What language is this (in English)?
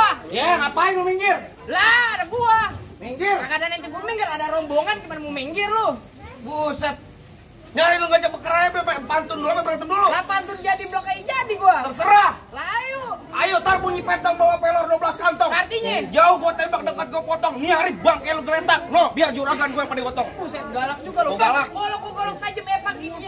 Betawi